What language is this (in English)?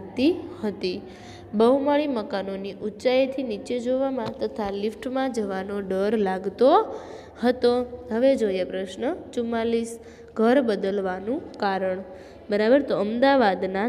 Gujarati